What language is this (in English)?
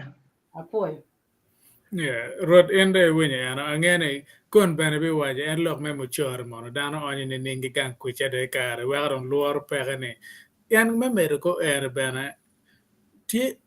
Acoli